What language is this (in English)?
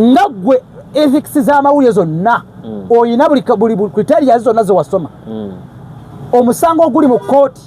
Ganda